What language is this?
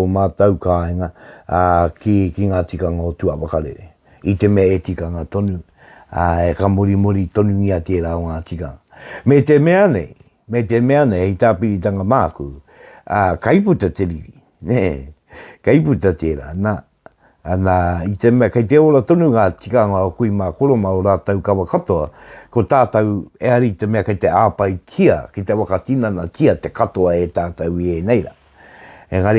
Māori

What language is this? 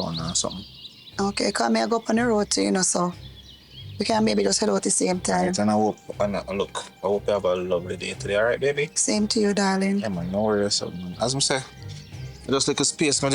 Jamaican Creole English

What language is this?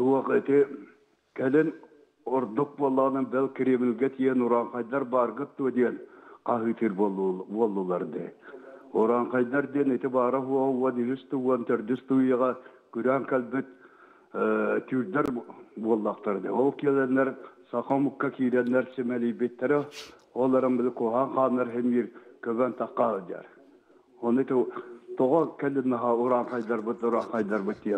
Yakut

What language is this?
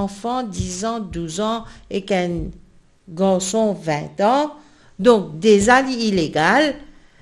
Morisyen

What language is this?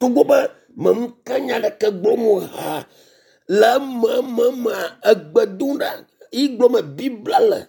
Ewe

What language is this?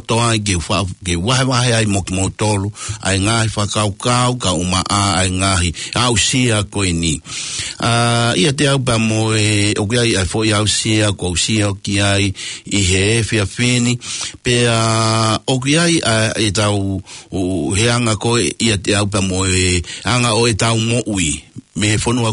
Tongan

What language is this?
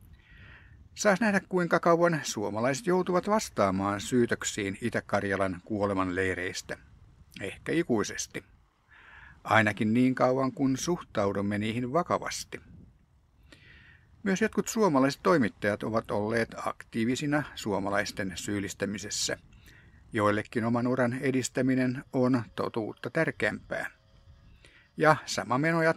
Finnish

